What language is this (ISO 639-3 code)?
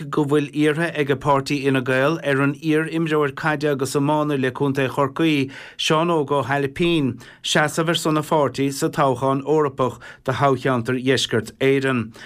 gle